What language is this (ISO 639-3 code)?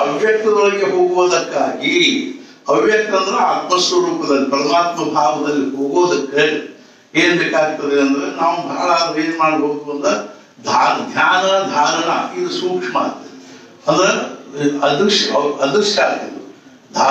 kan